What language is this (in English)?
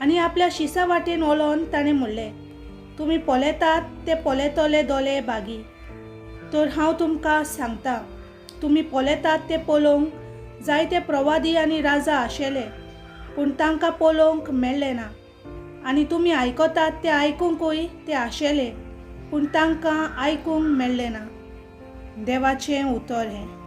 Konkani